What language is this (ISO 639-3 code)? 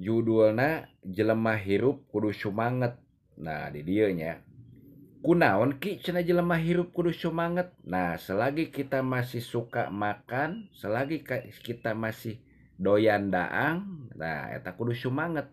sun